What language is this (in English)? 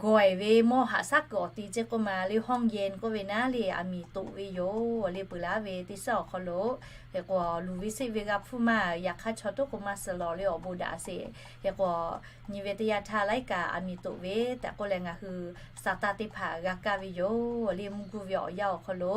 Lahu